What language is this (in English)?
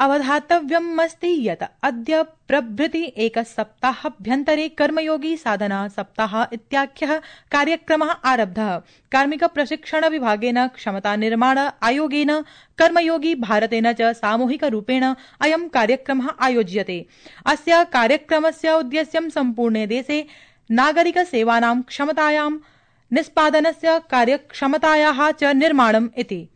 Sanskrit